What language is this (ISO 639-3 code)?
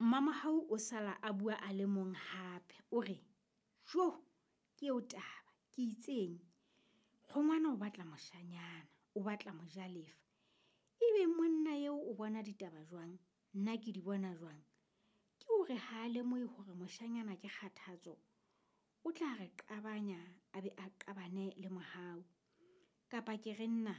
sot